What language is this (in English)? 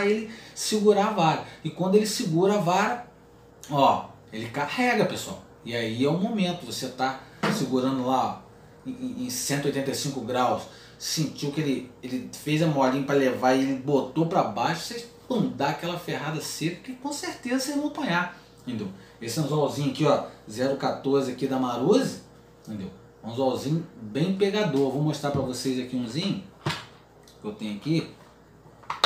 Portuguese